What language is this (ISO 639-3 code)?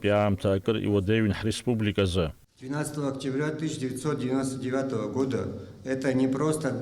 abk